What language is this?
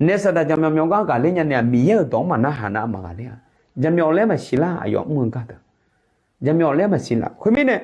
Akha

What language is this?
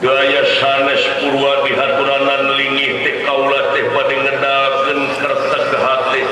Sundanese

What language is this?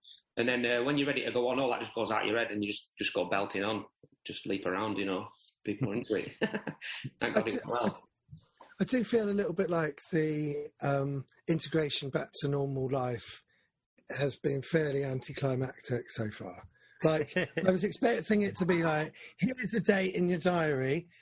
English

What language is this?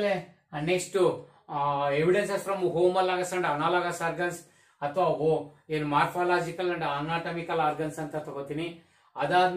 Kannada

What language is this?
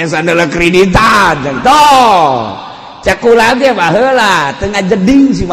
Sundanese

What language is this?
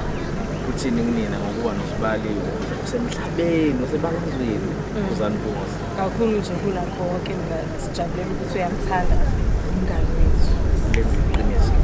Zulu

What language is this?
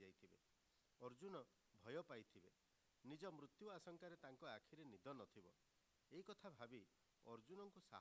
Odia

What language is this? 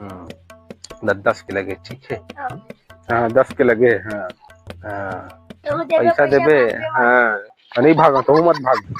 Chhattisgarhi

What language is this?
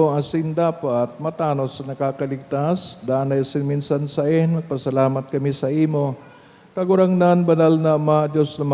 Bikol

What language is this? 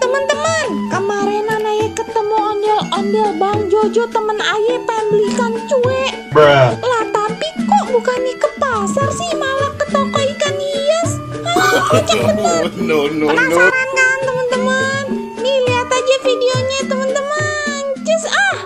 Betawi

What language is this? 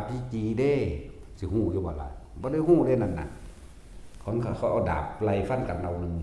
Northeastern Thai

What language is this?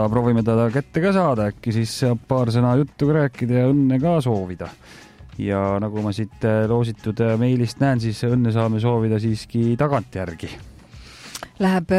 Estonian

